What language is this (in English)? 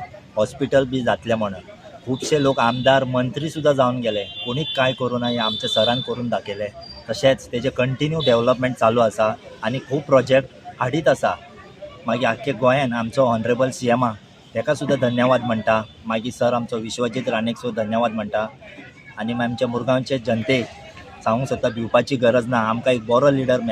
Konkani